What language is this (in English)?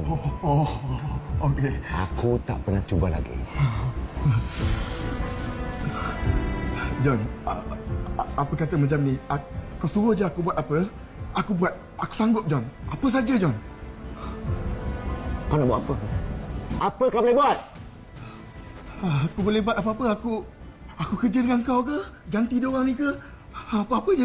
Malay